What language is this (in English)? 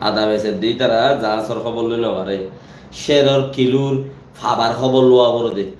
Rohingya